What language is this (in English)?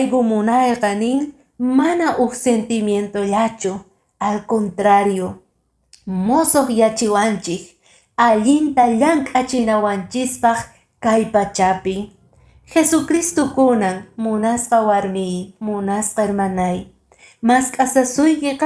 Quechua